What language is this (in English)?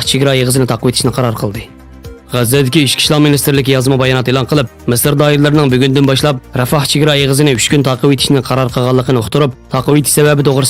Uyghur